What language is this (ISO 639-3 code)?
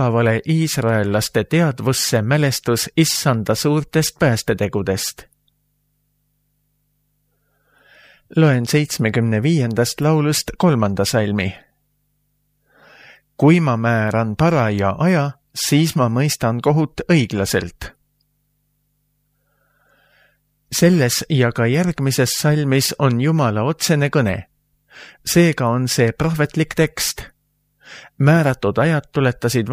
est